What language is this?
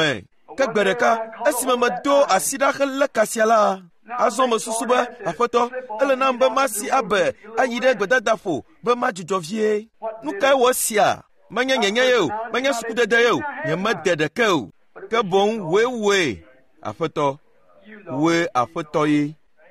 Ewe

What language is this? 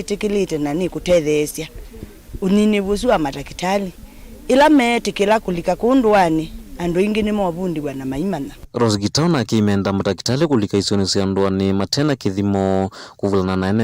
Kamba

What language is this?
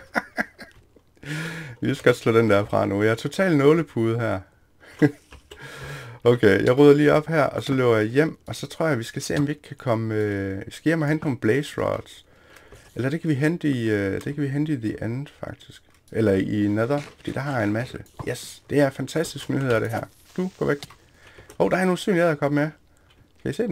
Danish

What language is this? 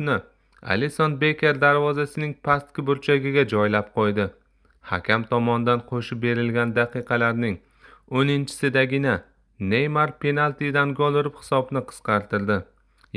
Uzbek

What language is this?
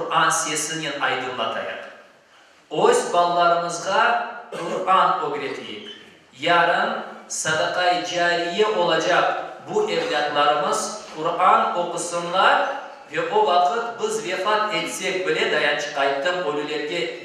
Crimean Tatar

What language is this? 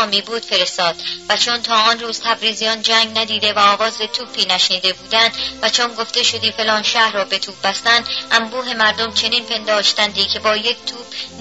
Persian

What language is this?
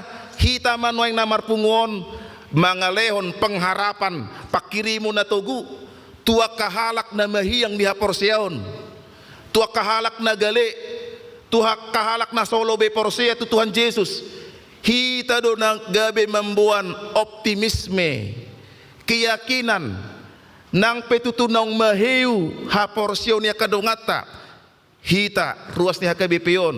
Batak Toba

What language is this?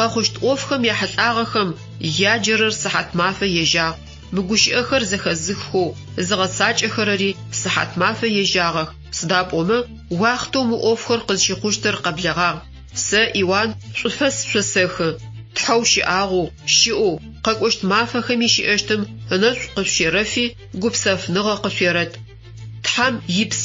Adyghe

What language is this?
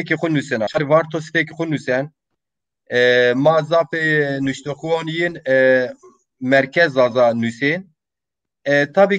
Zaza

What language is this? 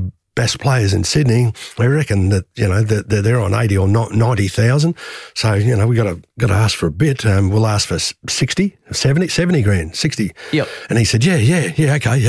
English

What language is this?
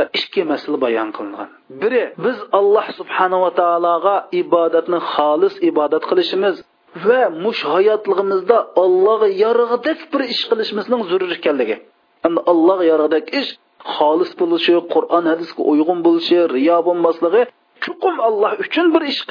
Uyghur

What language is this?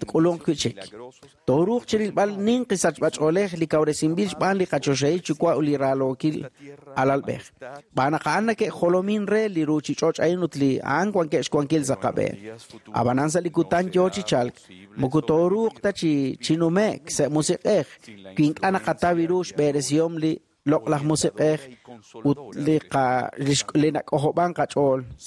Kekchí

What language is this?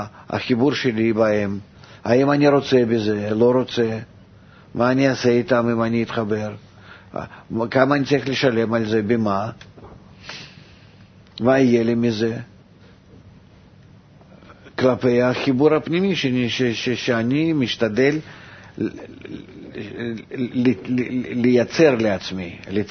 Hebrew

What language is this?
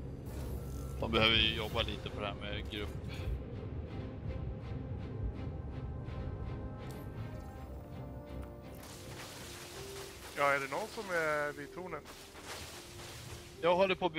Swedish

